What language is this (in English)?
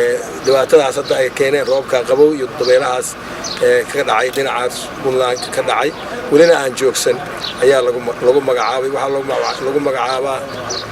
Somali